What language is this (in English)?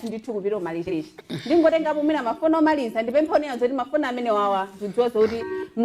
Nyanja